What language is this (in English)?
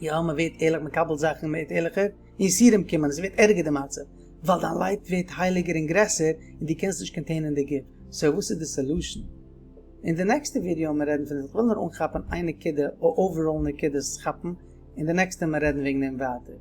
Yiddish